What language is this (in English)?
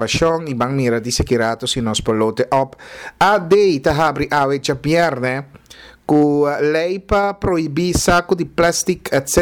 Papiamento